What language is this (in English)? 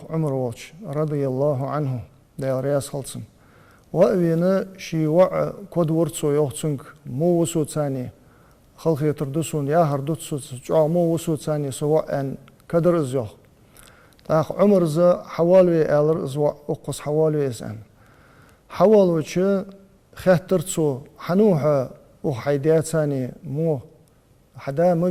Ingush